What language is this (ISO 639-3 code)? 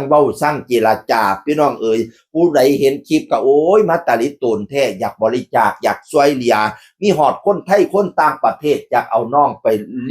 tts